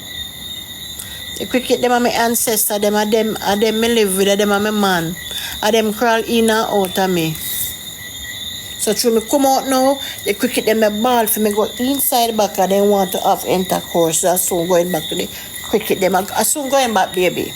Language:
Jamaican Creole English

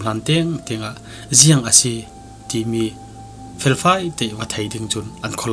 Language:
Falam Chin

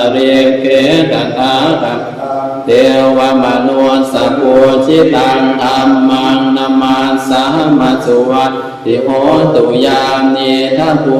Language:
Pali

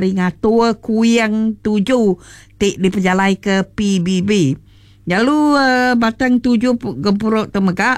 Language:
Iban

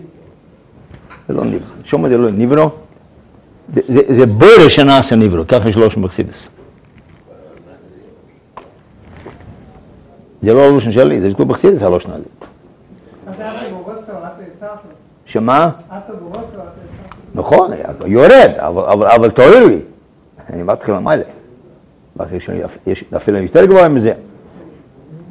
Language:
Hebrew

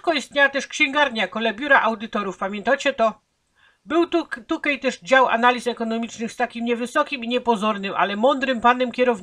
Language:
Silesian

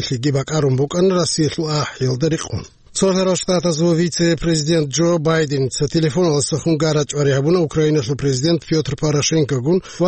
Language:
Avaric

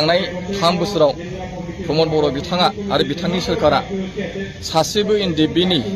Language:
Bodo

